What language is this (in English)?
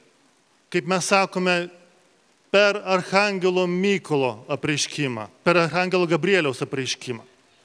Lithuanian